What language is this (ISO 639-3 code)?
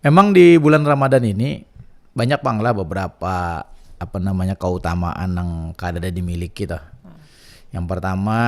bjn